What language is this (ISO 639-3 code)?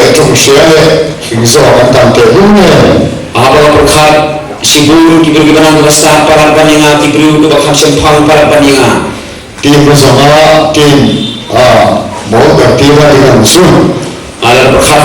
kha